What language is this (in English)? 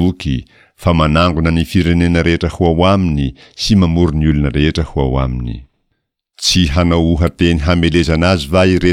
Malagasy